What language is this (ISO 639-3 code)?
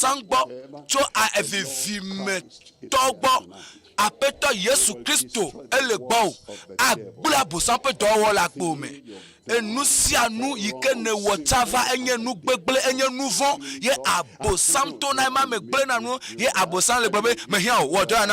ewe